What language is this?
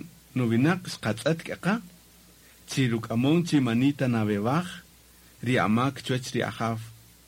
Kaqchikel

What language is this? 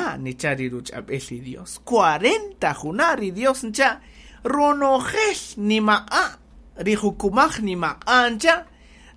Kaqchikel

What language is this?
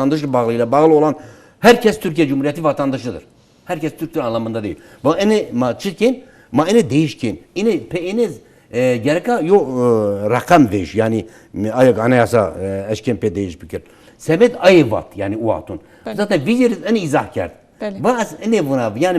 Zaza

